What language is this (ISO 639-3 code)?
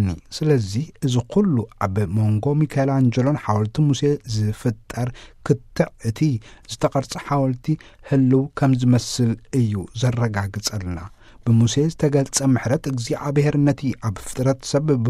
tir